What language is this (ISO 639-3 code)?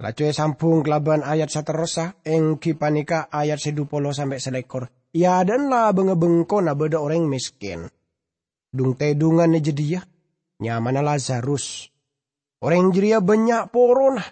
mad